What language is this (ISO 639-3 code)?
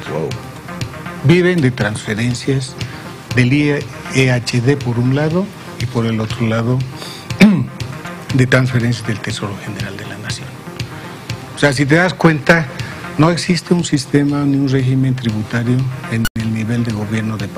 spa